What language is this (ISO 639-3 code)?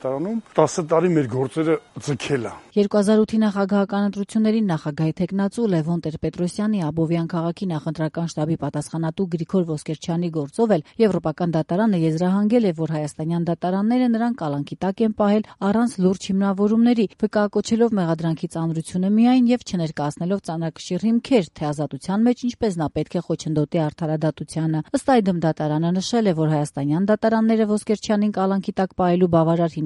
hye